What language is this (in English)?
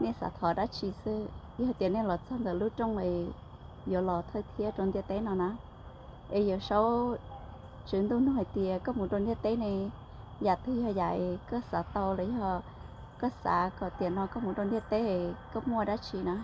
Hmong